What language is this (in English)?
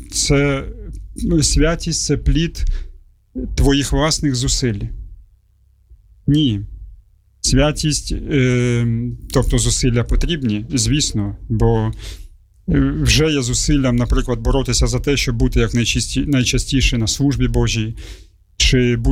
Ukrainian